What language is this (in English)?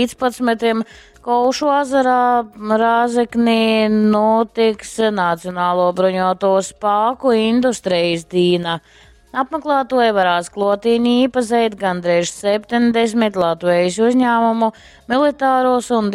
Latgalian